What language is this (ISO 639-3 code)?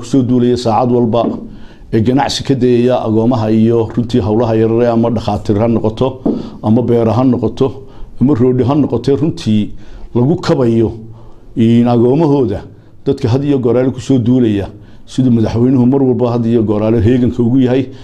som